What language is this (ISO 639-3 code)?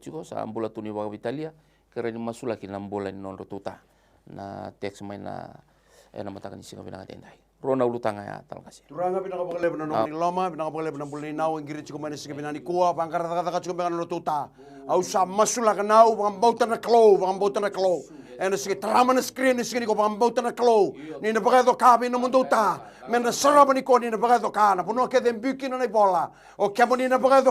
fij